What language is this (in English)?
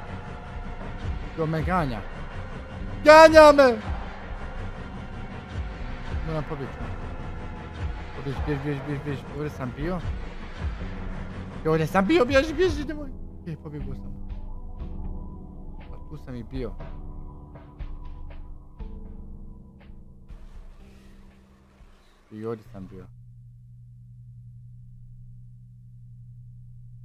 Croatian